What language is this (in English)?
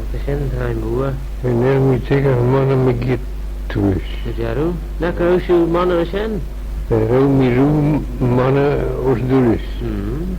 Manx